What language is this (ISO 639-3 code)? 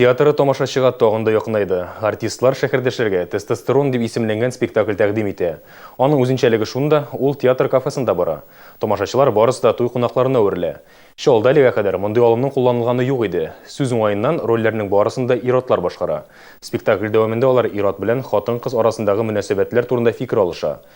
tat